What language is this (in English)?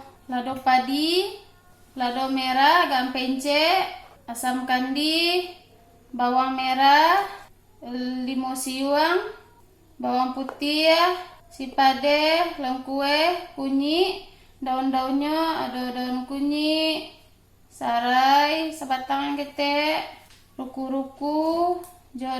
Minangkabau